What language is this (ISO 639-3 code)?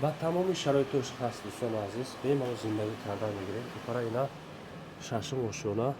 tgk